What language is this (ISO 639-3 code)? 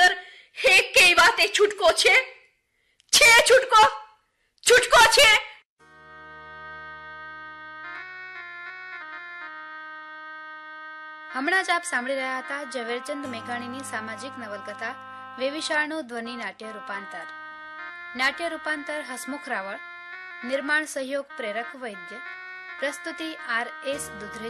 guj